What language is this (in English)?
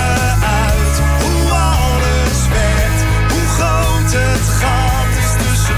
Dutch